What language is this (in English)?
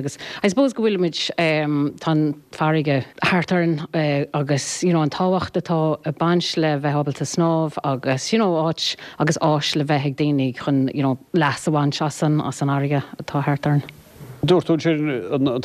Irish